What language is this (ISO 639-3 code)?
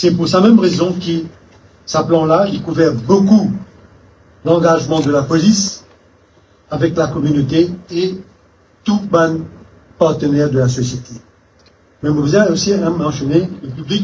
mfe